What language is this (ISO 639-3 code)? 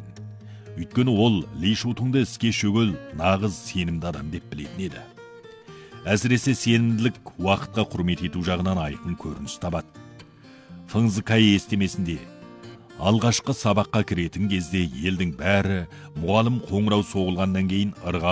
kaz